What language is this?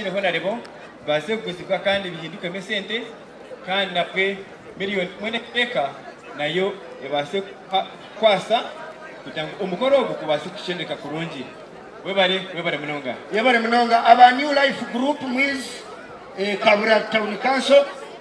Nyankole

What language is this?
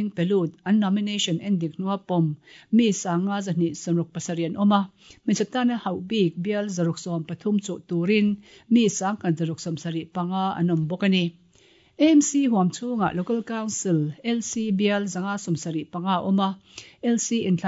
Mizo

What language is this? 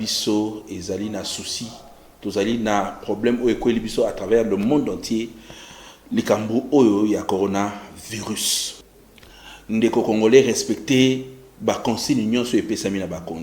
Lingala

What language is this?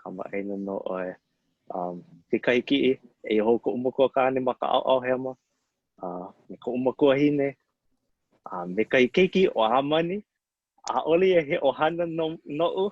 Hawaiian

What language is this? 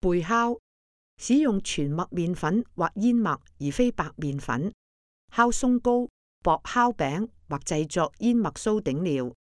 Cantonese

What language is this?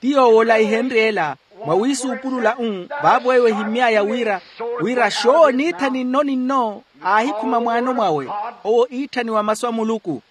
Makhuwa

